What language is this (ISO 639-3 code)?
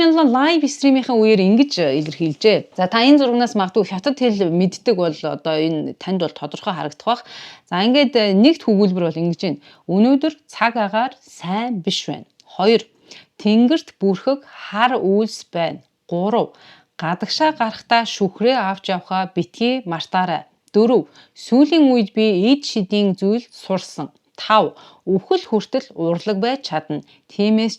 mon